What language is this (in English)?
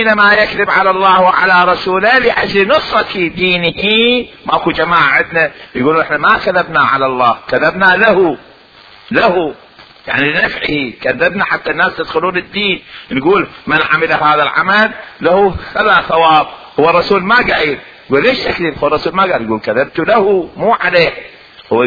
Mesopotamian Arabic